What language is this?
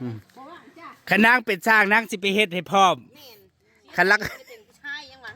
Northeastern Thai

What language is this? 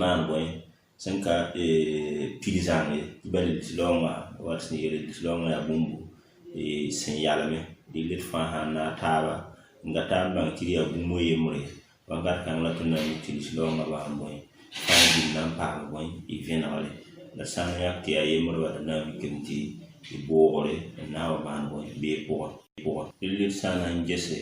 Mossi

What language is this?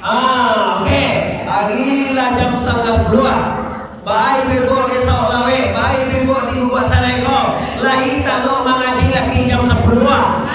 Minangkabau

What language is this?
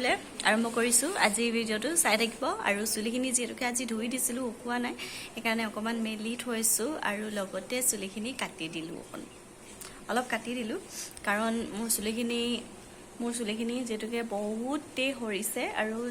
Assamese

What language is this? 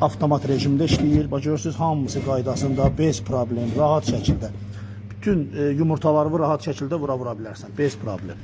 Azerbaijani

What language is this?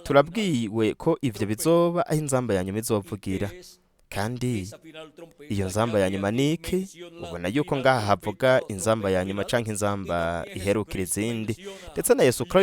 Rundi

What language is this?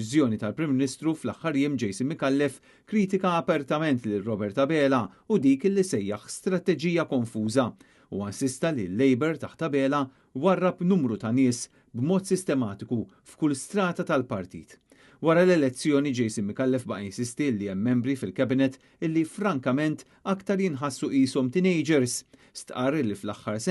Maltese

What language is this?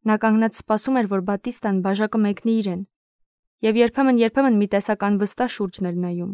Armenian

